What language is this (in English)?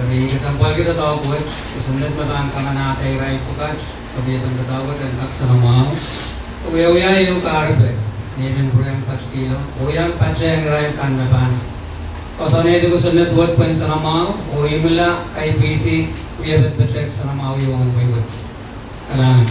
Pohnpeian